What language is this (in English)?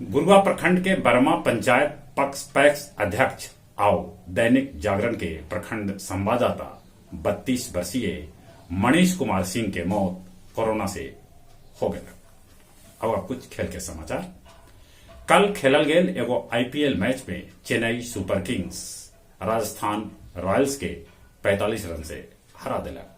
Magahi